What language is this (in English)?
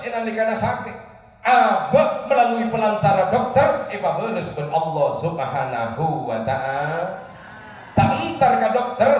Madurese